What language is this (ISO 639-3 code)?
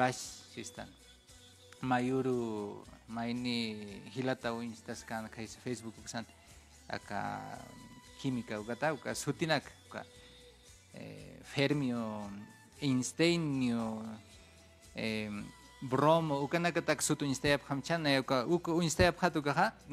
aym